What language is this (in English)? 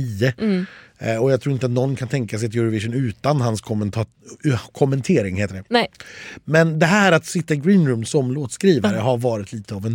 Swedish